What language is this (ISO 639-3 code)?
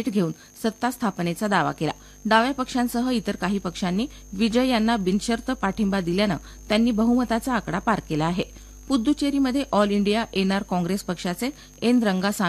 mar